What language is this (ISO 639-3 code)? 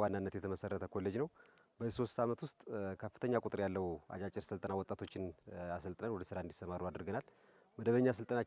amh